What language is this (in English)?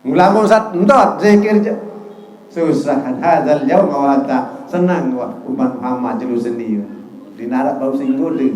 Sasak